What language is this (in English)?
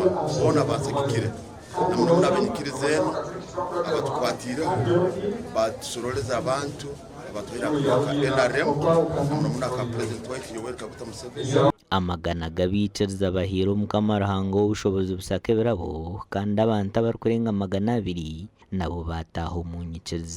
Nyankole